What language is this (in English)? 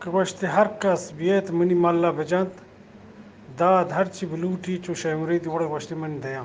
Eastern Balochi